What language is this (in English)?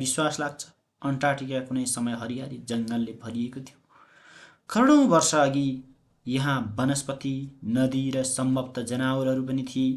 Nepali